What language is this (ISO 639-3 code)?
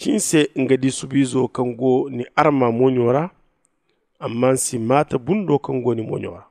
dje